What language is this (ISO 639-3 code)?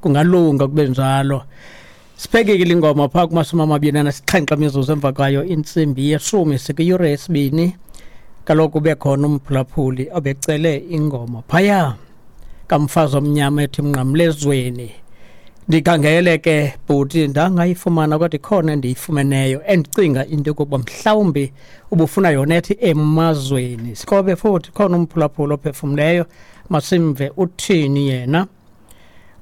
xho